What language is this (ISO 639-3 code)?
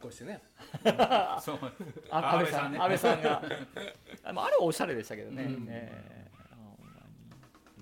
jpn